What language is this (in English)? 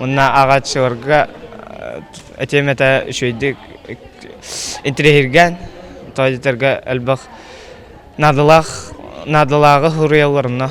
Yakut